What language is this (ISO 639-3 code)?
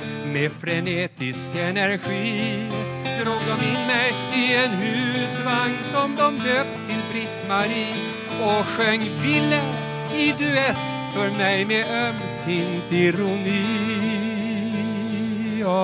swe